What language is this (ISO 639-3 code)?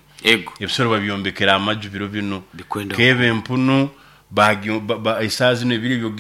nyo